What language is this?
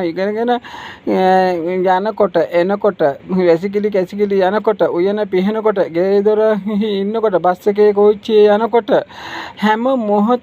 Sinhala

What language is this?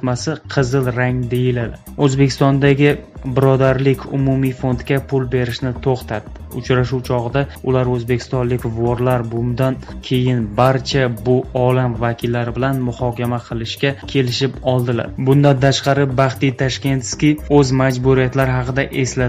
Uzbek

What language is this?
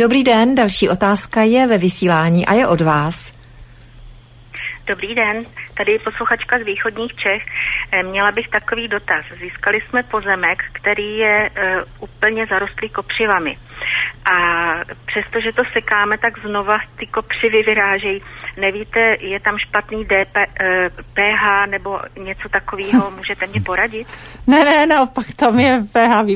Czech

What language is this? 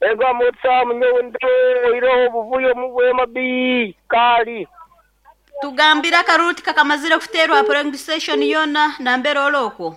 Nyoro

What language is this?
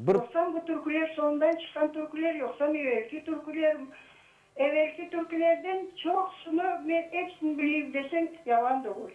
Crimean Tatar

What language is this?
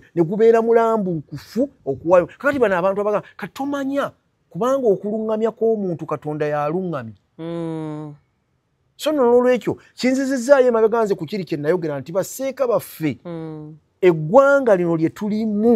Ganda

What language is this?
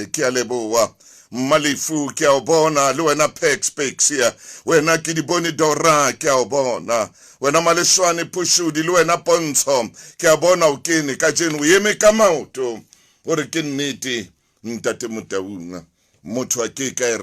Southern Sotho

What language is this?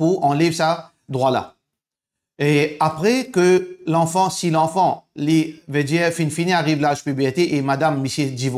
Morisyen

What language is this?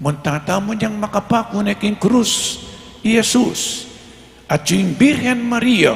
Pampanga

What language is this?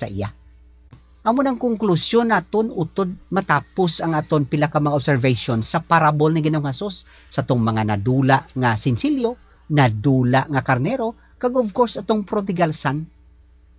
Hiligaynon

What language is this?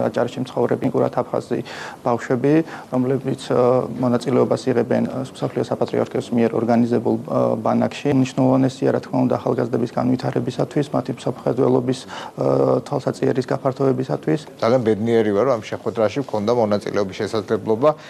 Georgian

